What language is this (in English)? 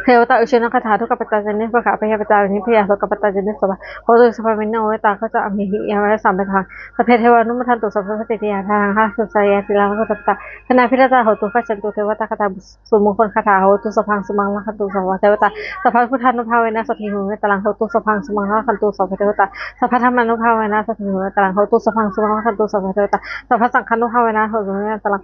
Pali